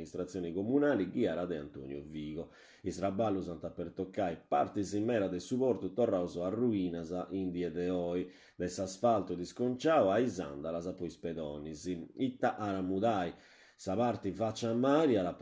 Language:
Sardinian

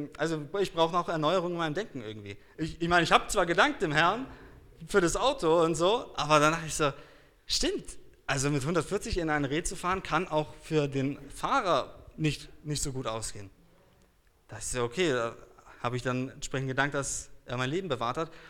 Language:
German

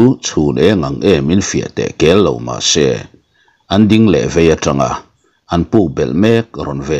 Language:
Mizo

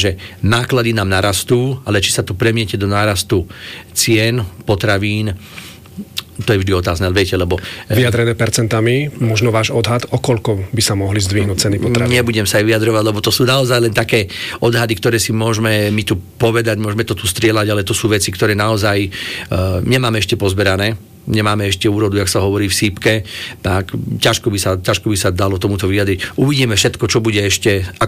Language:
Slovak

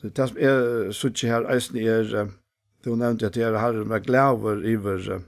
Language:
Faroese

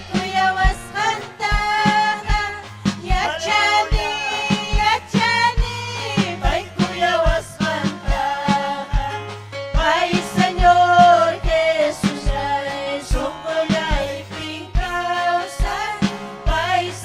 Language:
Ayacucho Quechua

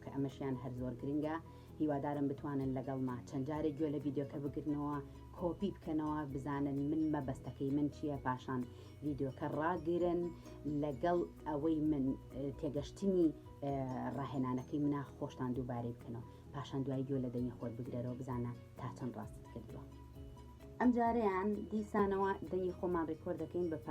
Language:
Central Kurdish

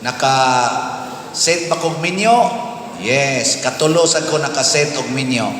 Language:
Cebuano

